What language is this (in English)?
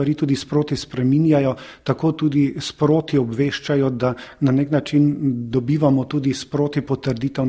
Slovenian